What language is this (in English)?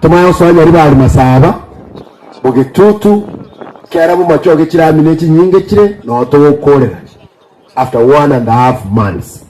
Gusii